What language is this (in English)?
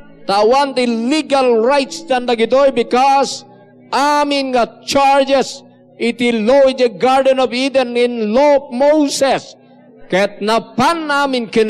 Iloko